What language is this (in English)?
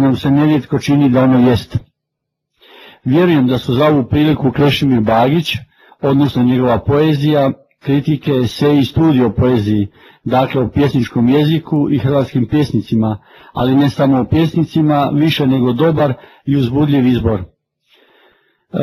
Croatian